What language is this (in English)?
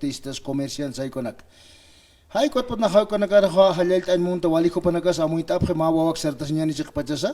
Aymara